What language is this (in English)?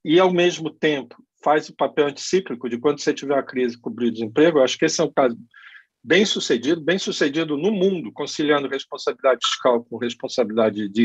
Portuguese